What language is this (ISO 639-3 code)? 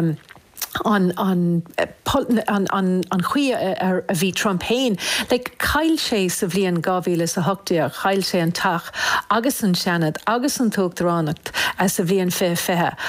gle